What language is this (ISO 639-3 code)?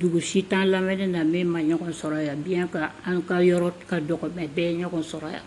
bam